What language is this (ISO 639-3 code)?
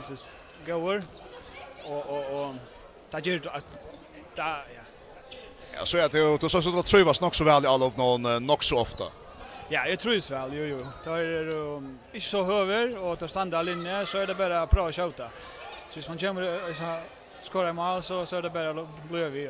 fao